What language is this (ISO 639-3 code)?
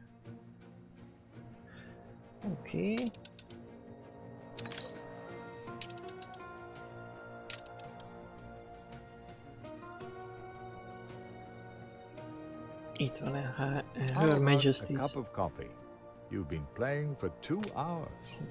hun